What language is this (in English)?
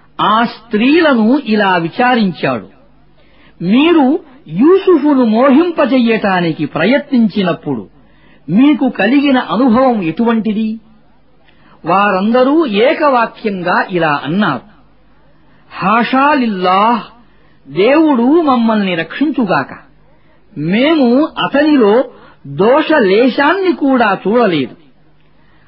Telugu